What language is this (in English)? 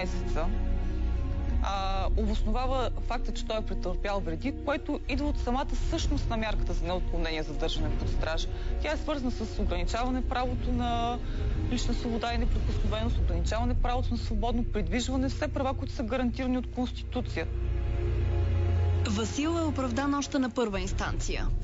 Bulgarian